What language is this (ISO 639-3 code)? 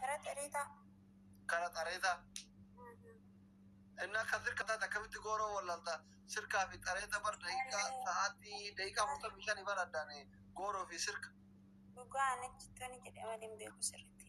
orm